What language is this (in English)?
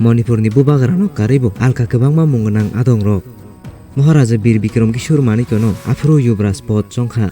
Kok Borok